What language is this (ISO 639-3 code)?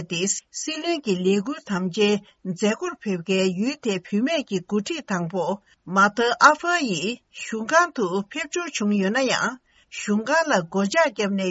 bod